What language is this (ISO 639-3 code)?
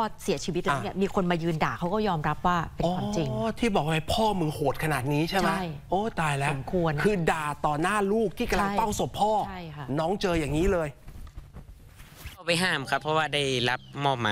tha